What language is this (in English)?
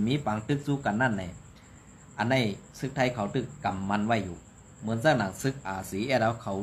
Shan